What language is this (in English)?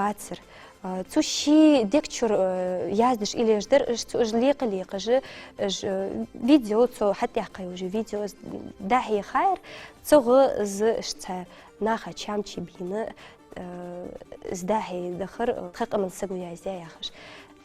Ingush